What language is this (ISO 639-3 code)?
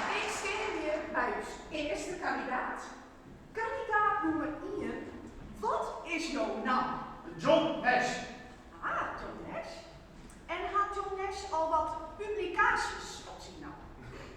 fry